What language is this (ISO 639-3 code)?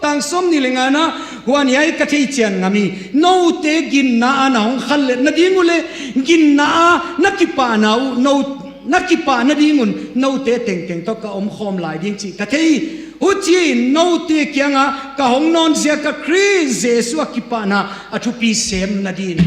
ctd